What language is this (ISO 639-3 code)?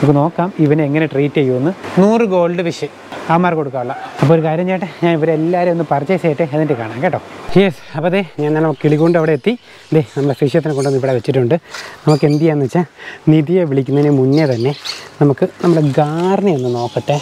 mal